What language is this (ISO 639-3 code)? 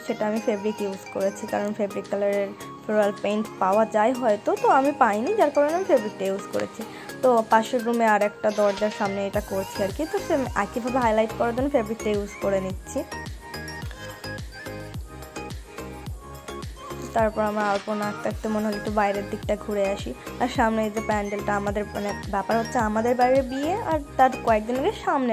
ben